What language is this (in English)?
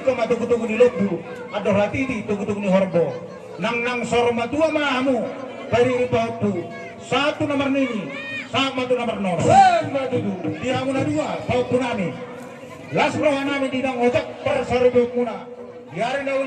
Batak Toba